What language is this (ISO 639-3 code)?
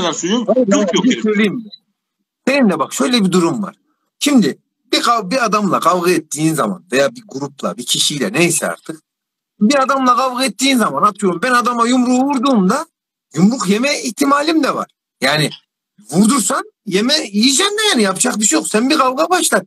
tur